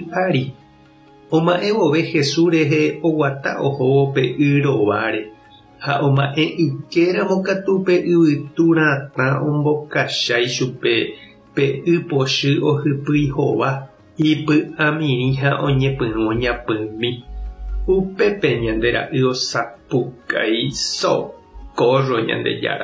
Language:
Guarani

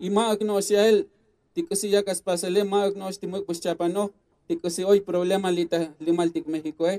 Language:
Tzotzil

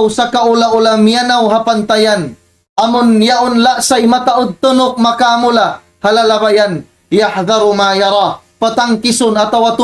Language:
Tausug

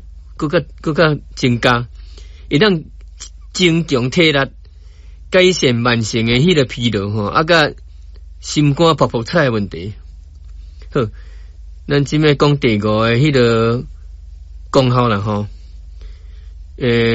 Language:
Min Nan Chinese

